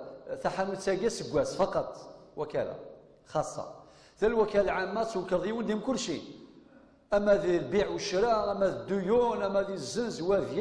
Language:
Kabyle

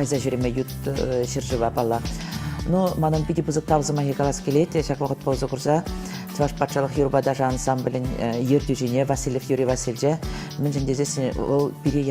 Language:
Chuvash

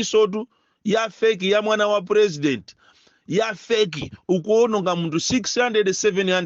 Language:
Nyanja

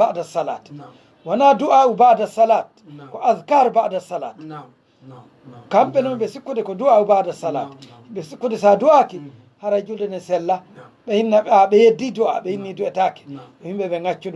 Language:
Fula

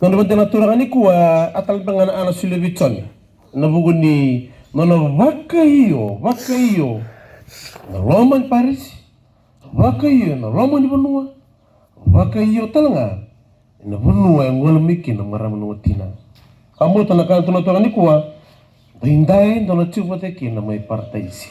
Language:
Fijian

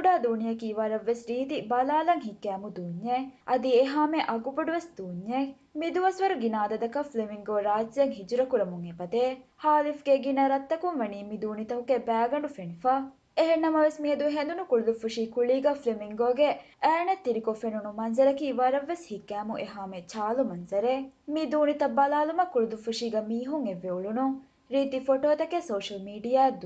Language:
Divehi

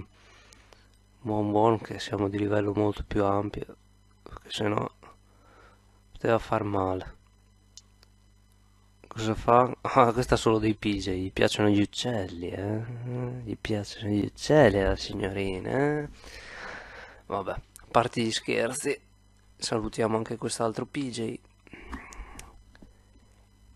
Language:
Italian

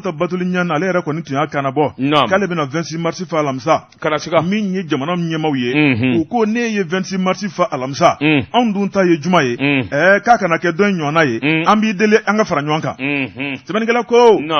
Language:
Bambara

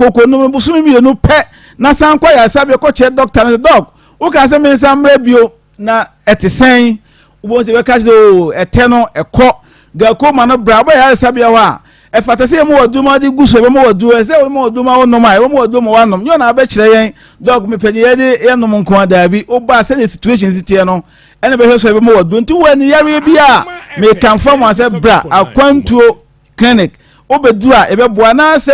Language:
Akan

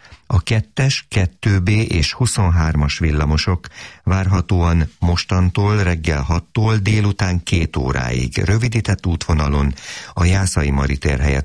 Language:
Hungarian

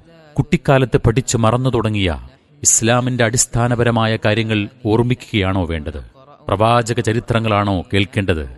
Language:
Malayalam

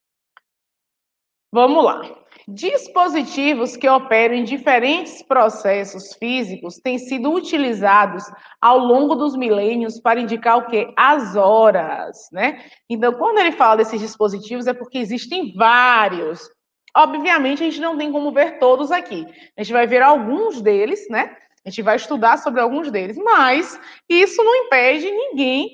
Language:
Portuguese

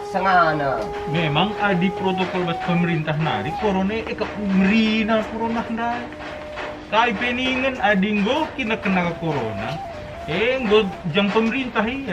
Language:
Batak Karo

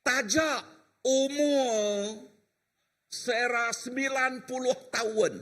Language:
Iban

